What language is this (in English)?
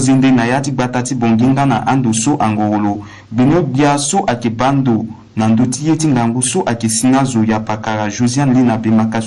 Sango